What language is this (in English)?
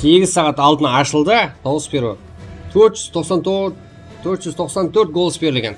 Kara-Kalpak